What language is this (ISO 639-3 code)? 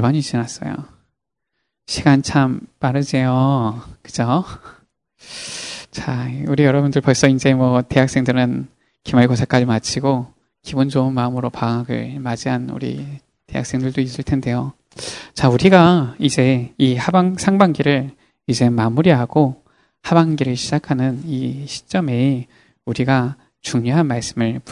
kor